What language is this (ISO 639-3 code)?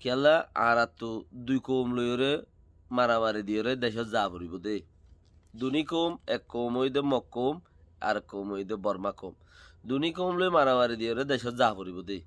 rhg